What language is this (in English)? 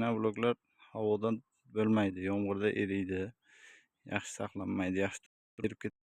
Uzbek